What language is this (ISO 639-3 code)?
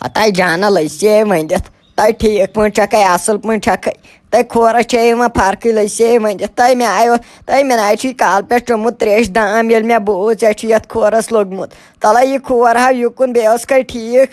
kas